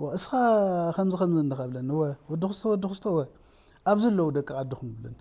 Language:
Tigrinya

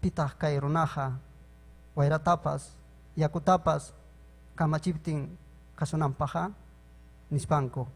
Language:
Ayacucho Quechua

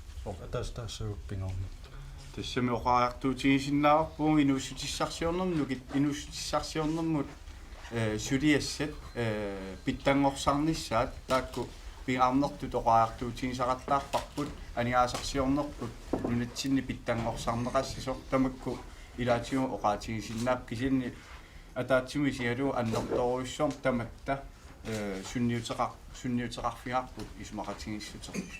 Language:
Kalaallisut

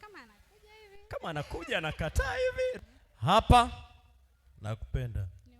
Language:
Swahili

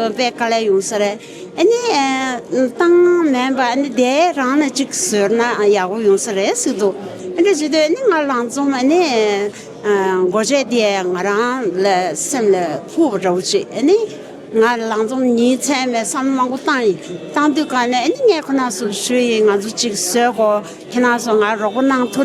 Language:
Tibetan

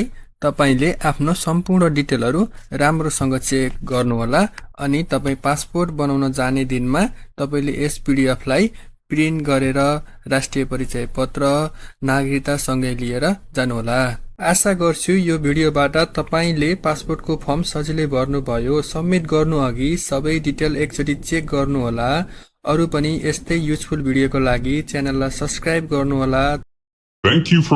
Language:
Nepali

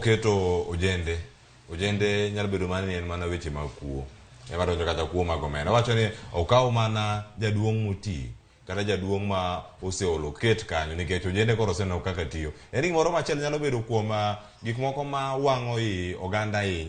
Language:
Luo (Kenya and Tanzania)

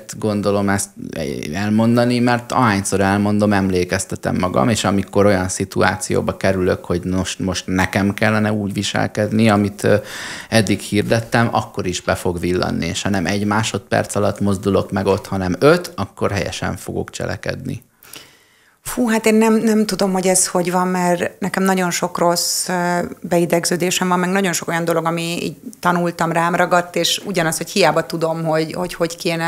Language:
Hungarian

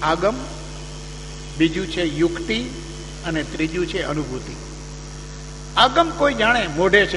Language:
Gujarati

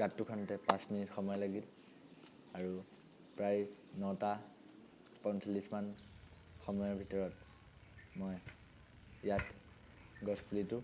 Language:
Assamese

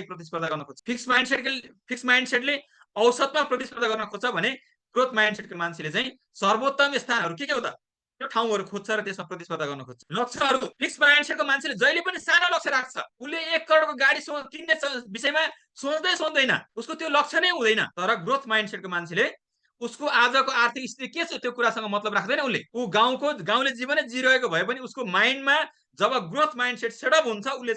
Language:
Nepali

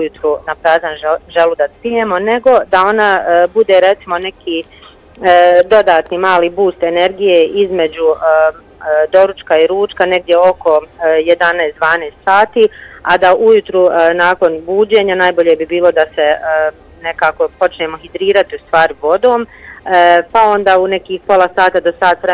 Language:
Bosnian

